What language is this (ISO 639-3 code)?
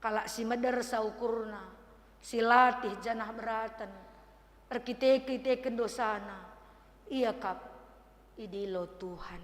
btx